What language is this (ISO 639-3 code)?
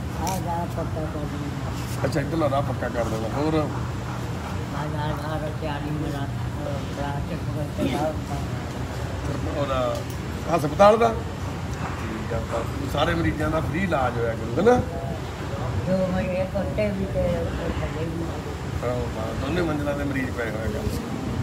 pan